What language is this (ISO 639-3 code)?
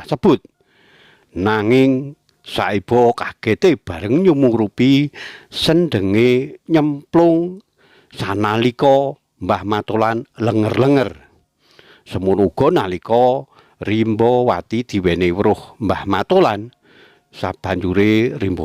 jav